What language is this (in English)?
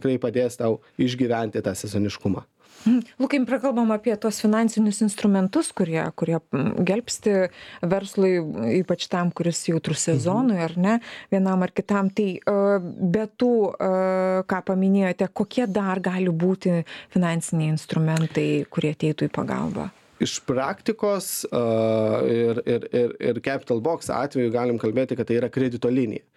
Lithuanian